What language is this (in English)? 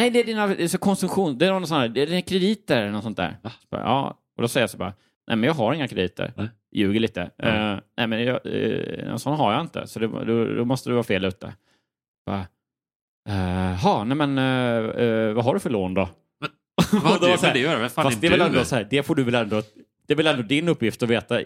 Swedish